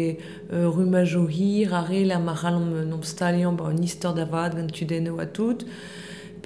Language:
Breton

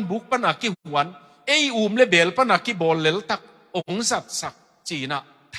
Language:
Tedim Chin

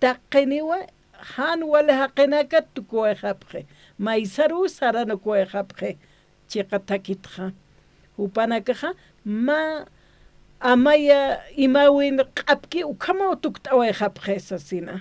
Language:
Aymara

